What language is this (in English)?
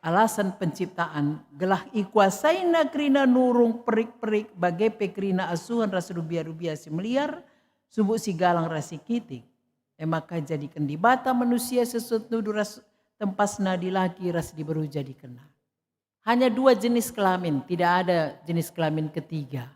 Batak Karo